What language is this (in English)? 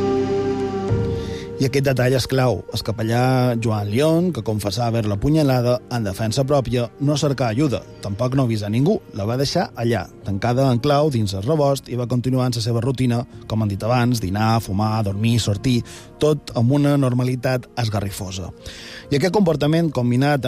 Catalan